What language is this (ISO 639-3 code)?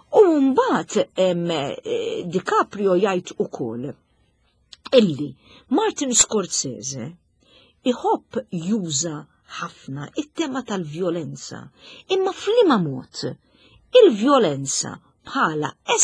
mlt